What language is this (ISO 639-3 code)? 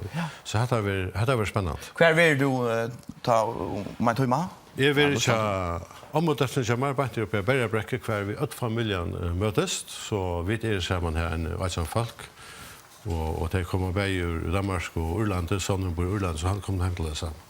fao